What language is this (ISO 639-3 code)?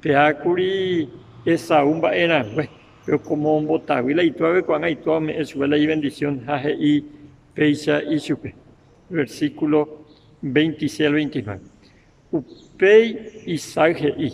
grn